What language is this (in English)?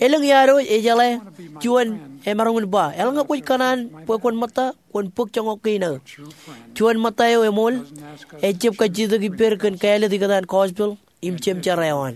Marshallese